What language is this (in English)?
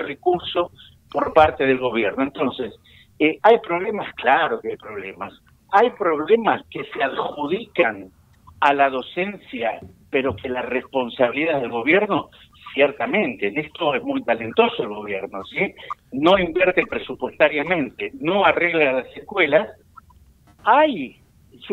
Spanish